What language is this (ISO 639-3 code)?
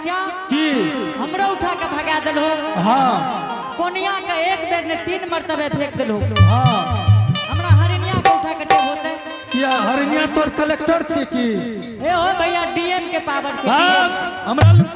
anp